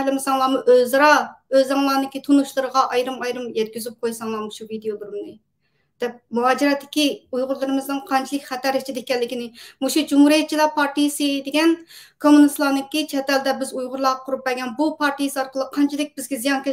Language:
Uyghur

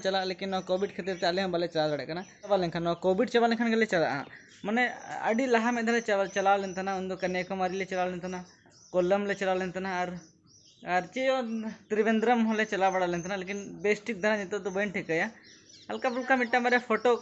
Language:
Santali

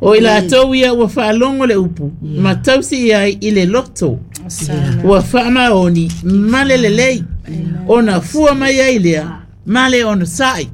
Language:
Samoan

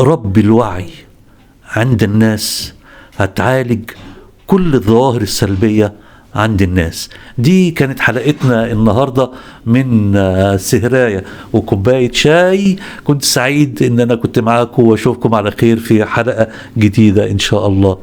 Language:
Egyptian Arabic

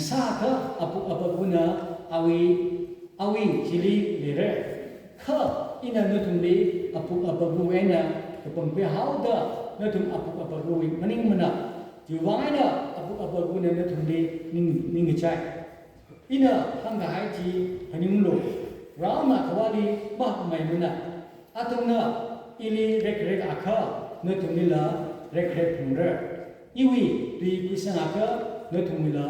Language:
Tangkhul Naga (India)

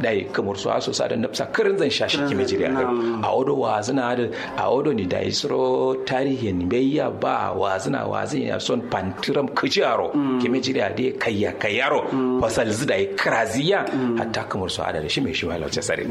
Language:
Kanuri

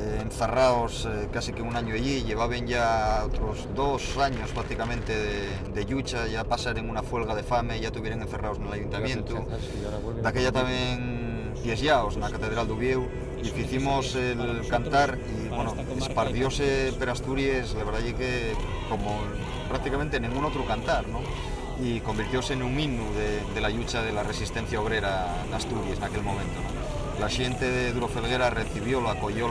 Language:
Asturian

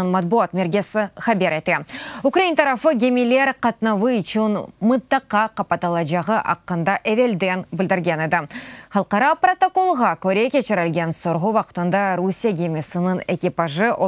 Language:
Crimean Tatar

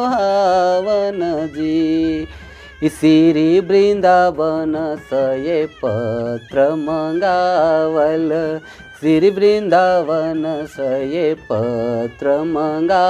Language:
Sadri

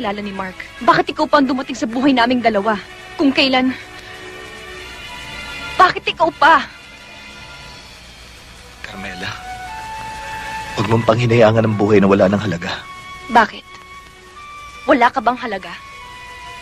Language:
Filipino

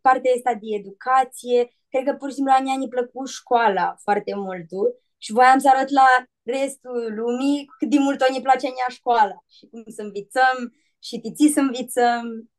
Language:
Aromanian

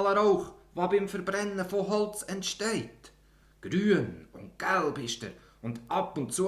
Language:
Swiss German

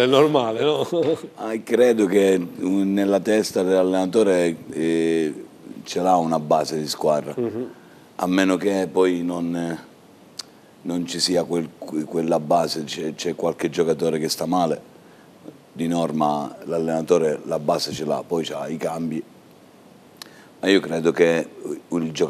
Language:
Italian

